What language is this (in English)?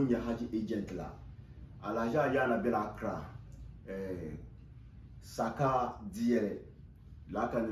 Dagbani